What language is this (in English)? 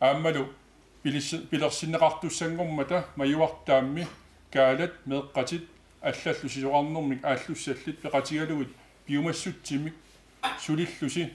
Kalaallisut